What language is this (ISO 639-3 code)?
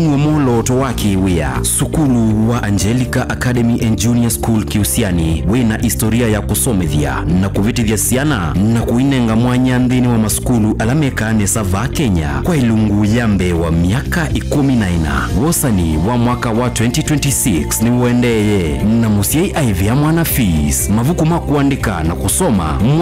kam